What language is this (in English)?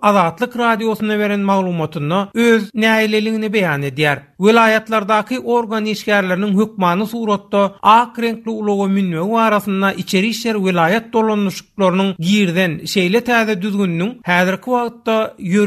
Turkmen